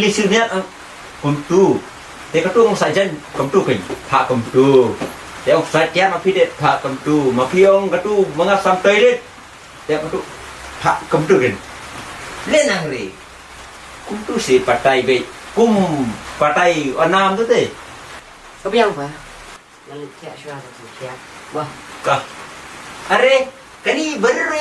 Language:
Khasi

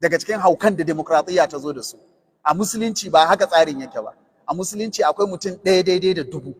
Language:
Hausa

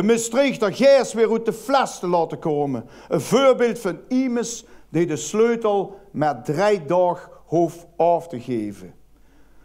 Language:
Limburgish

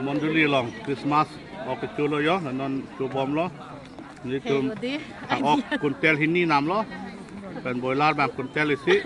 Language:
Karbi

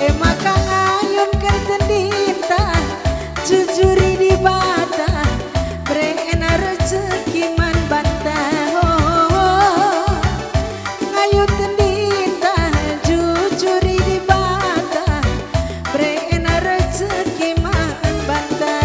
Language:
Batak Karo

